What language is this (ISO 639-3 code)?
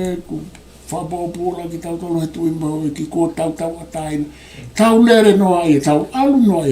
ton